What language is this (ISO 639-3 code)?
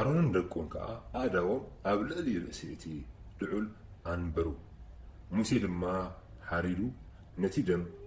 tir